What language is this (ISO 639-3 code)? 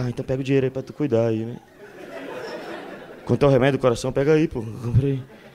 por